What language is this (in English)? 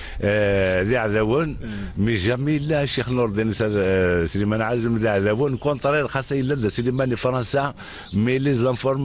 Kabyle